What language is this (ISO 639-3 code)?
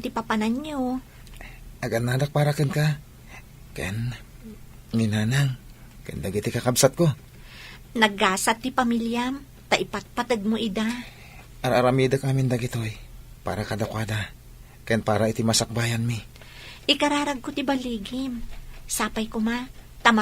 ilo